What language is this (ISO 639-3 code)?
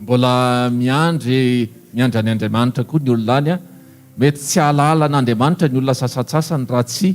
mlg